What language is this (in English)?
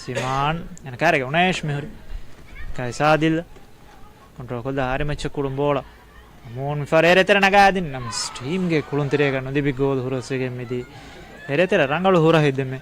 Divehi